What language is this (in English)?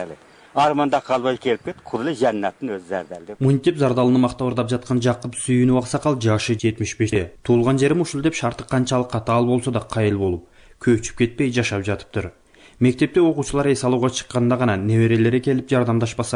Kyrgyz